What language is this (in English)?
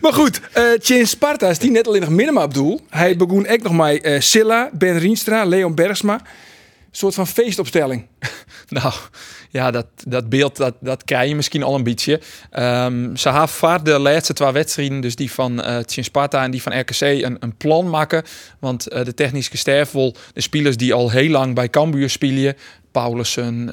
Western Frisian